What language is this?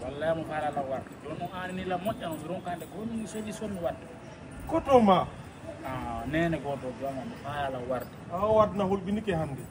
Fula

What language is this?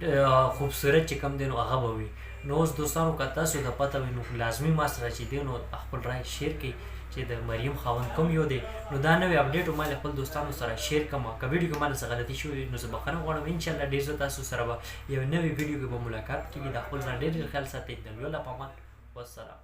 Pashto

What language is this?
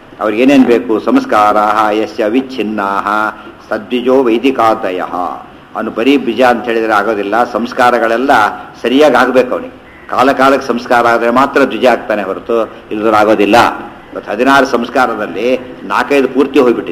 Kannada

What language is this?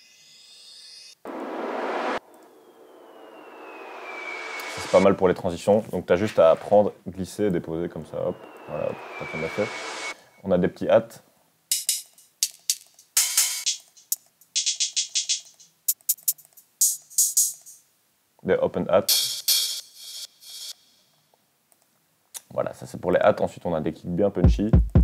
French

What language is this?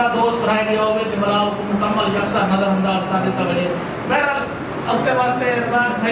Saraiki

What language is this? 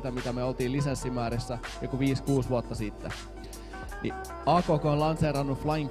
Finnish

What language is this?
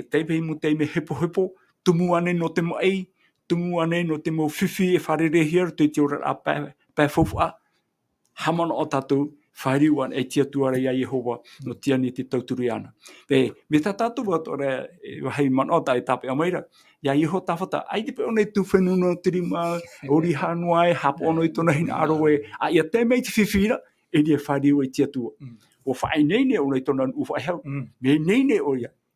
Tahitian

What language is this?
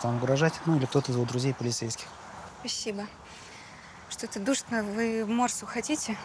Russian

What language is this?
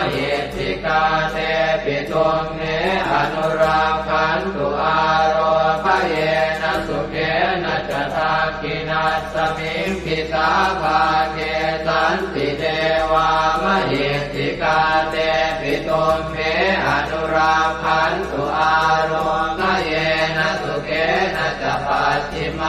Pali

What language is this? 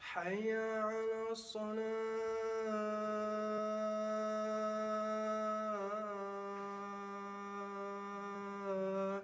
Kumyk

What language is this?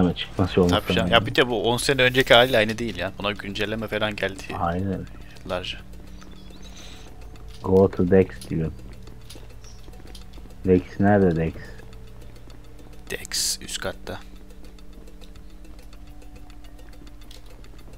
Turkish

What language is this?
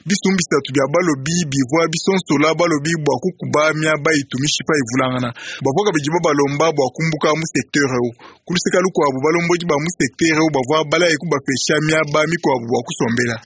Luba-Lulua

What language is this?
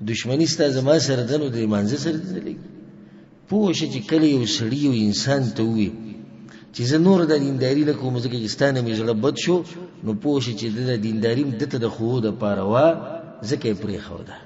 Pashto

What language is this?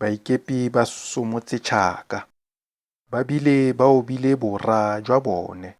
Tswana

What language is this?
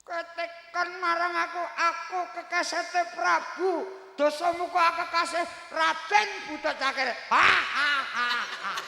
Javanese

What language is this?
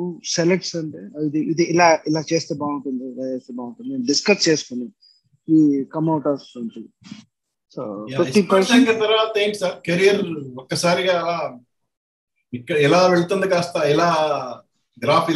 Telugu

